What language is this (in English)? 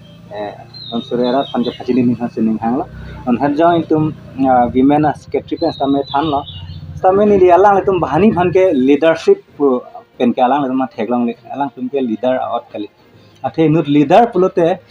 Karbi